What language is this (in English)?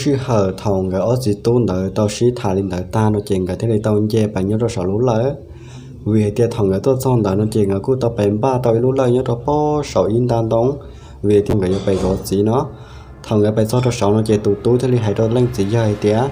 Hmong